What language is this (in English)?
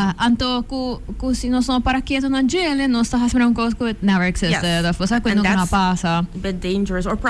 Papiamento